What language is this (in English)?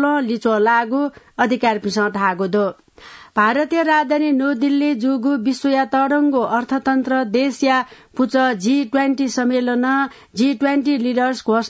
Newari